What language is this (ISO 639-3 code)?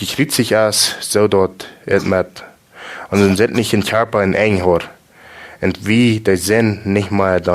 pdt